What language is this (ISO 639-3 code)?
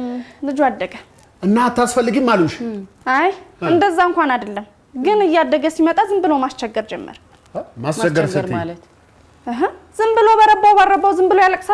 amh